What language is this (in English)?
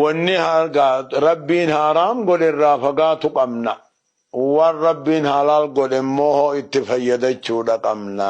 Oromo